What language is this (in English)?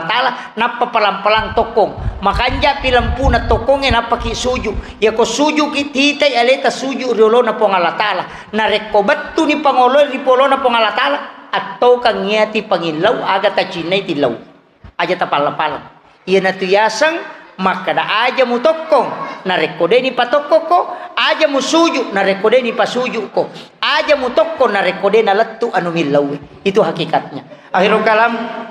Buginese